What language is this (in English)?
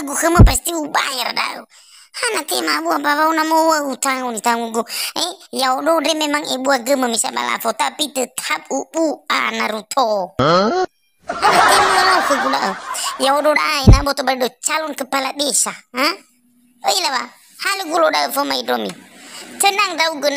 Nias